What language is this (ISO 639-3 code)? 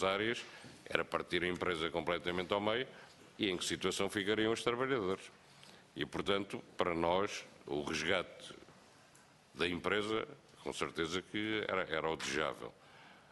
por